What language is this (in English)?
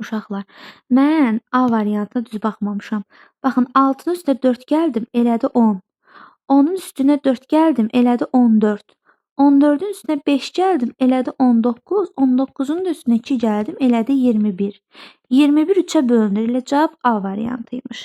Azerbaijani